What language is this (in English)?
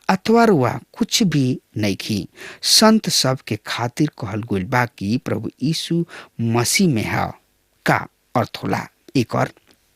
Bhojpuri